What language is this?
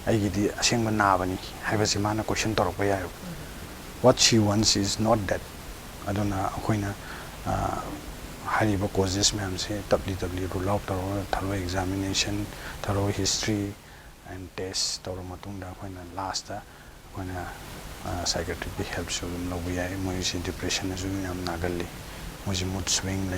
Manipuri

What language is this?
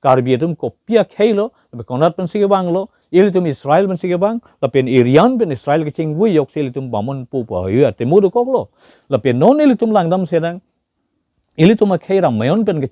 Karbi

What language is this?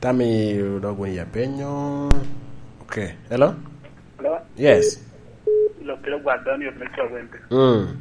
Lango (Uganda)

